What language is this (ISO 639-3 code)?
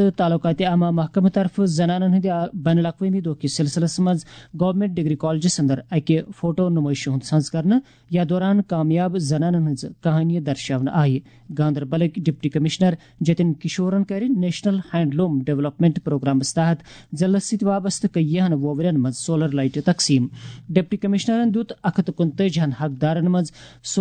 kas